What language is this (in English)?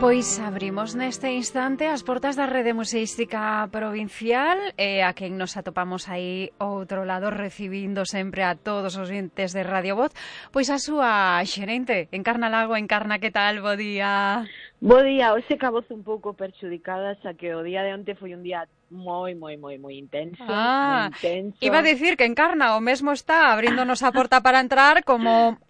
Galician